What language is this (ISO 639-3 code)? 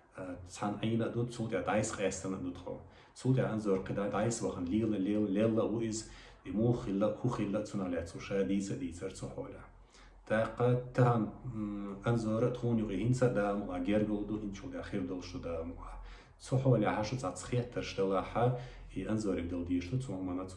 che